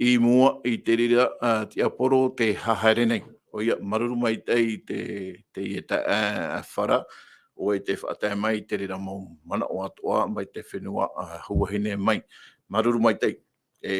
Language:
Tahitian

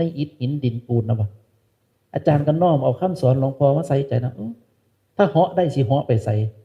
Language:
Northeastern Thai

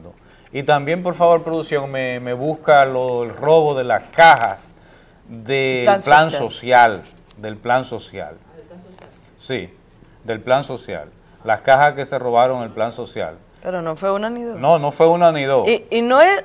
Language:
Spanish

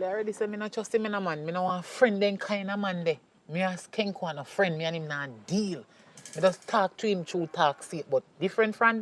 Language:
Jamaican Creole English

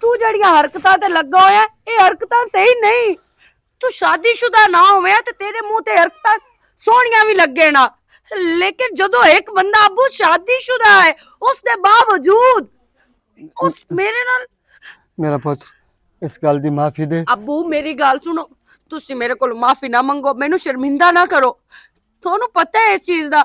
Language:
Western Panjabi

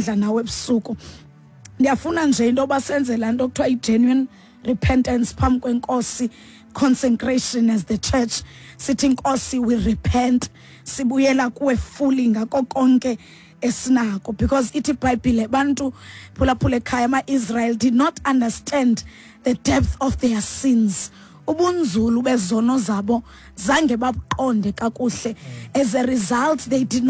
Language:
Xhosa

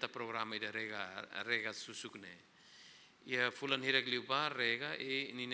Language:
Tetum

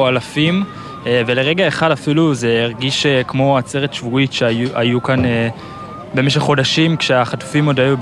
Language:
Hebrew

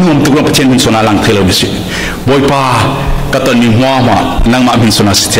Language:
Falam Chin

